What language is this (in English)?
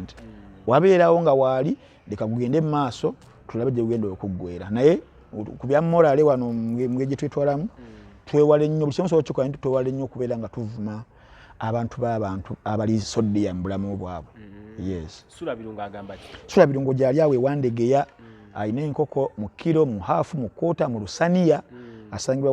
Ganda